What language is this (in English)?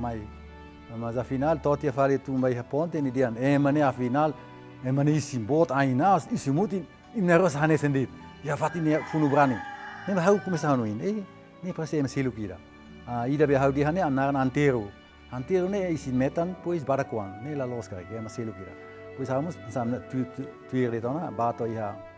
Tetum